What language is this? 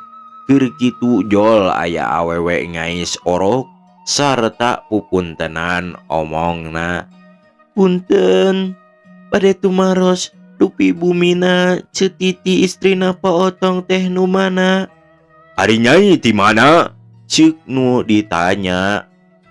Sundanese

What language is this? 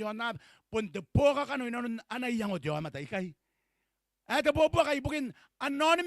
Gilbertese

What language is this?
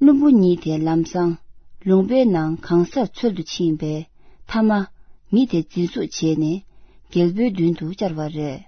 Tibetan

